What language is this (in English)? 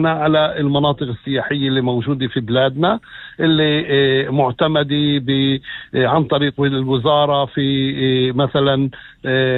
North Levantine Arabic